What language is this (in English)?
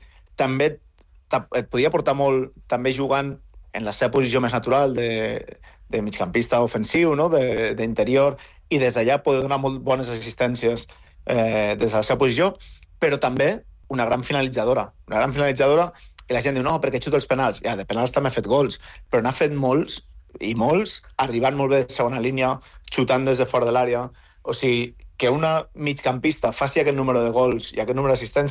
Catalan